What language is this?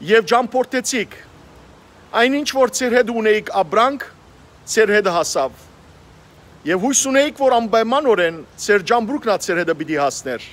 Western Armenian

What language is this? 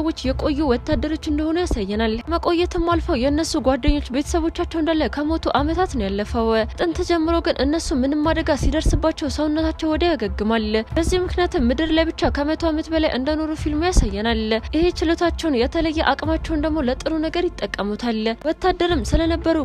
Amharic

